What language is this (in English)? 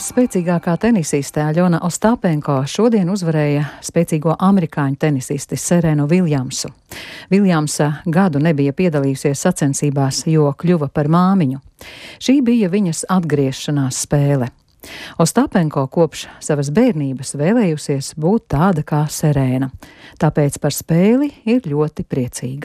Latvian